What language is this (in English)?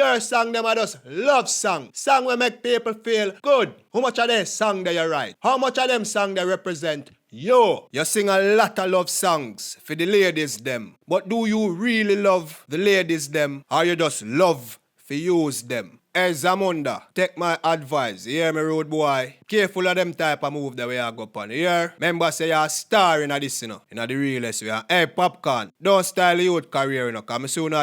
Jamaican Creole English